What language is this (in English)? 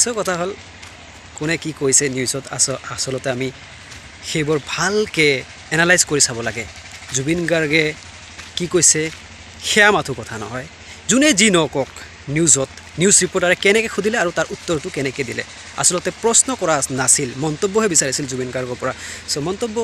Assamese